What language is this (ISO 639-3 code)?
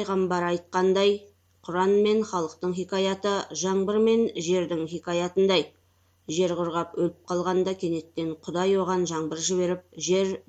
kaz